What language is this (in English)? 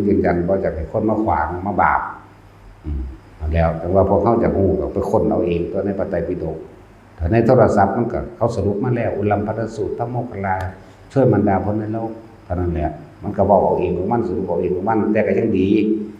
Northeastern Thai